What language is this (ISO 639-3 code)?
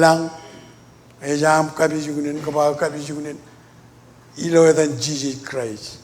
mah